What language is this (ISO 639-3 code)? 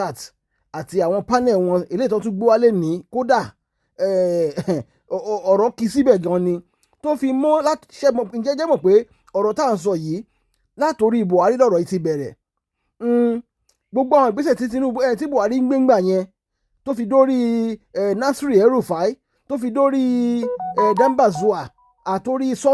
yor